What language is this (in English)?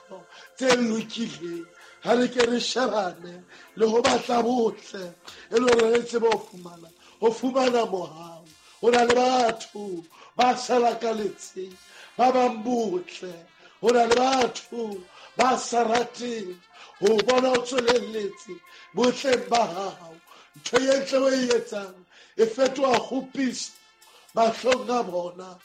Southern Sotho